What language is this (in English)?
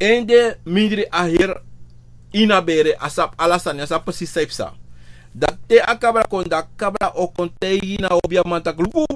Sranan Tongo